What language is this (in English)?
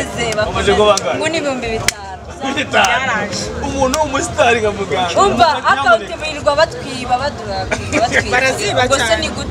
Kinyarwanda